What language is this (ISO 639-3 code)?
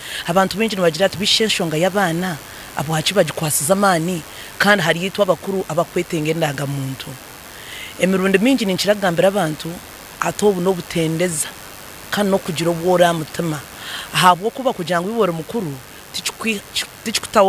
nyn